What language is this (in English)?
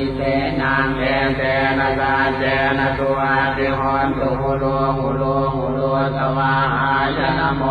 Pali